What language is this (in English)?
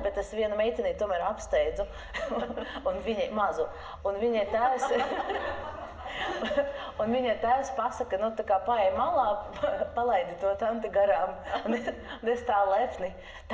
Latvian